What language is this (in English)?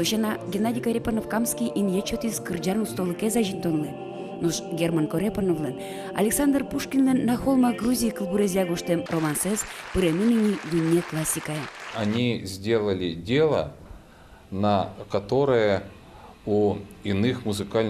Udmurt